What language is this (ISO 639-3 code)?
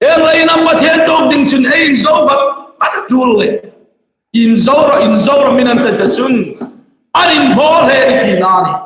hmr